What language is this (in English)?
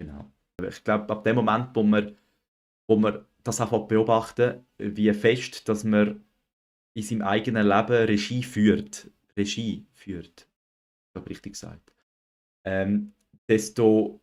Swiss German